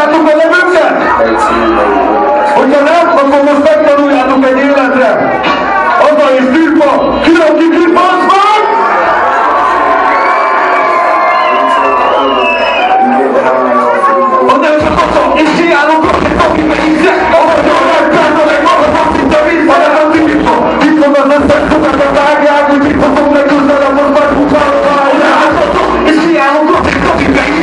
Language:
Hungarian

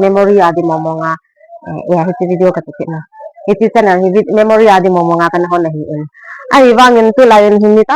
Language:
Thado Chin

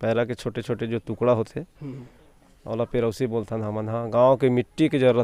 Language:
Chhattisgarhi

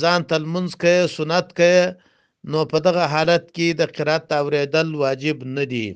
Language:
Pashto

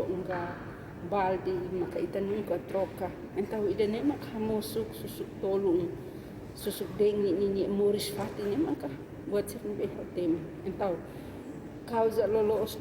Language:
Tetum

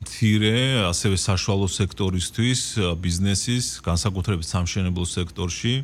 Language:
Georgian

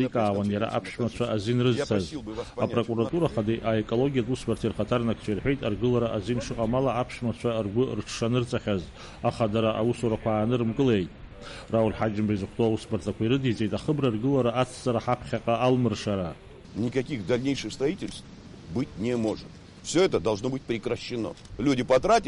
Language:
Abkhazian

